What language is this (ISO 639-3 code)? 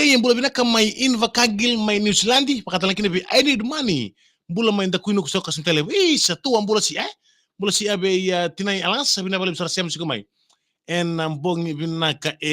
fij